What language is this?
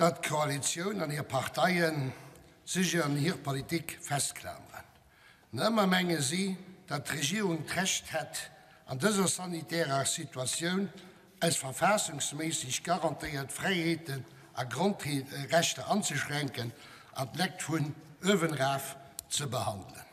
Luxembourgish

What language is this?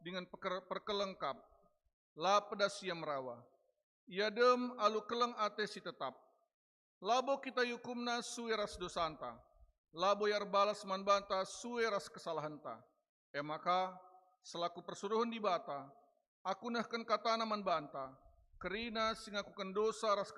Batak Karo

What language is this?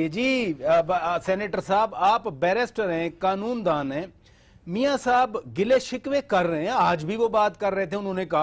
Urdu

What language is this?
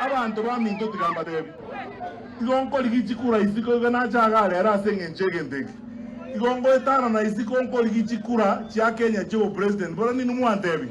Gusii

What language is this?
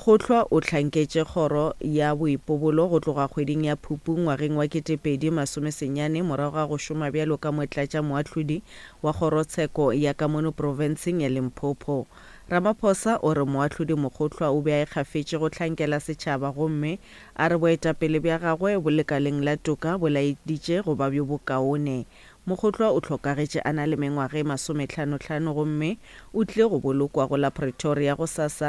Northern Sotho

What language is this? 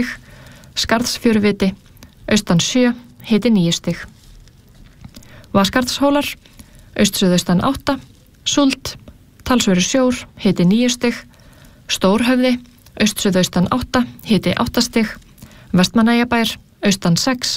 Icelandic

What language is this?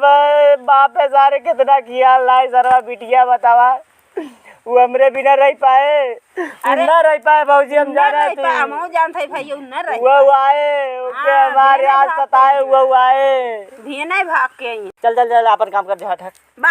Awadhi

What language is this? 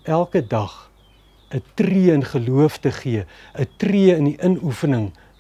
Afrikaans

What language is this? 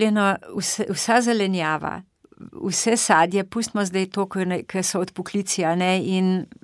Slovenian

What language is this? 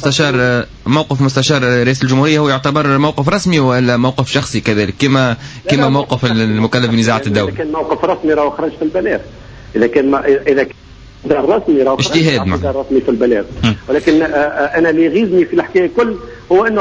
Tunisian Arabic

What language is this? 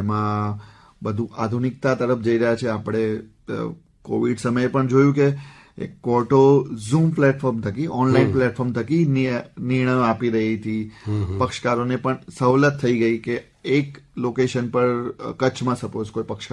Gujarati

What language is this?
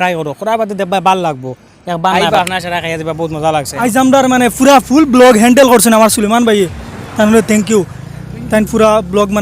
Sylheti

